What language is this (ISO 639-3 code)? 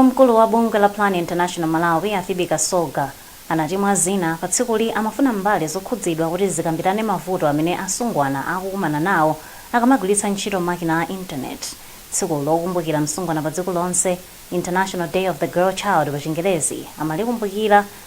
nya